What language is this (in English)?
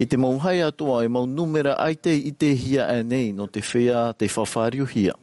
Tahitian